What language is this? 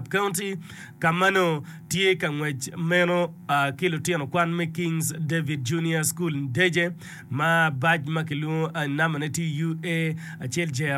Acoli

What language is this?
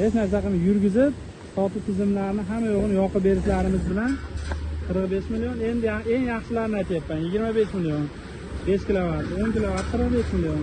Uzbek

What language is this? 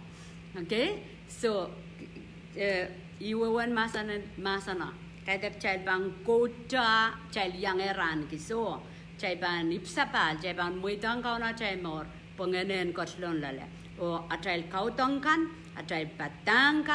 Pohnpeian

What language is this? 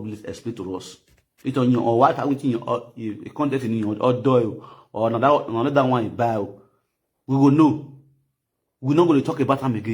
Nigerian Pidgin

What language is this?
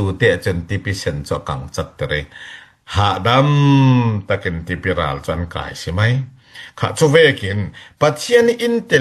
Falam Chin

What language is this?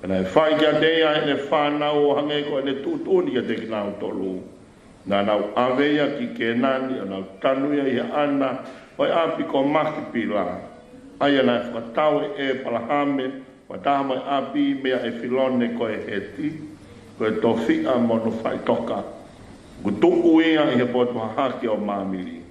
Tongan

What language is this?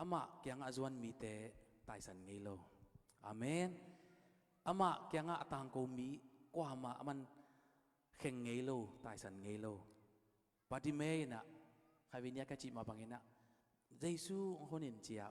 Tedim Chin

